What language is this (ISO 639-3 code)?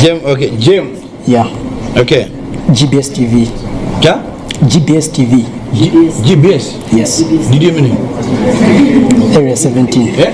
nya